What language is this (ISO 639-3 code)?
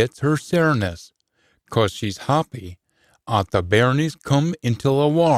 sco